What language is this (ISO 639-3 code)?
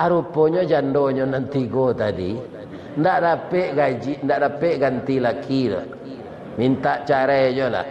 min